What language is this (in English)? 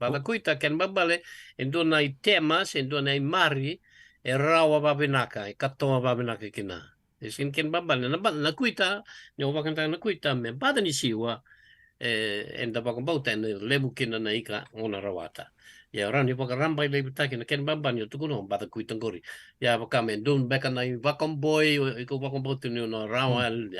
Fijian